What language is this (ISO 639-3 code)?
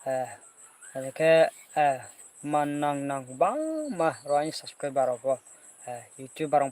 ria